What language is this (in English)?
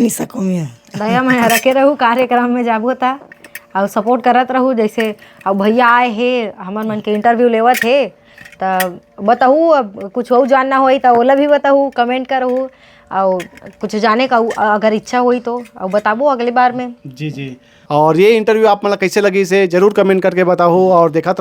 Chhattisgarhi